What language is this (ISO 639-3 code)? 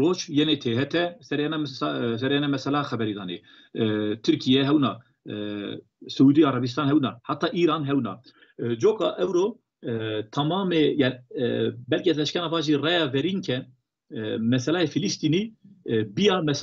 zza